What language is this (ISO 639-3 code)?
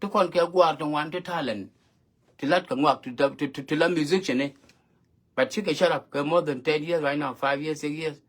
nus